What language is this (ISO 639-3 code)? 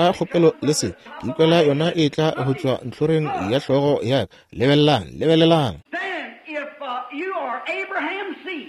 nso